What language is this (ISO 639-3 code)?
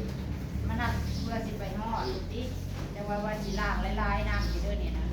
tts